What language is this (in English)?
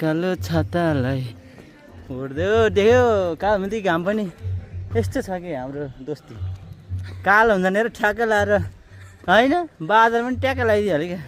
Nepali